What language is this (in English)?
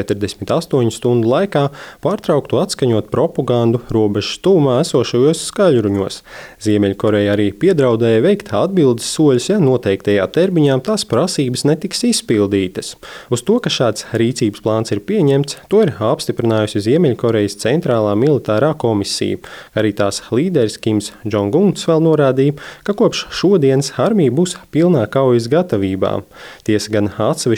Latvian